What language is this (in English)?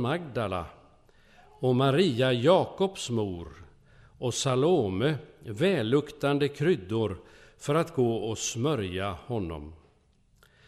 Swedish